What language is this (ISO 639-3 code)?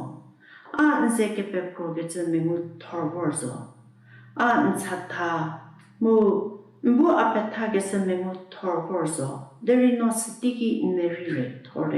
njm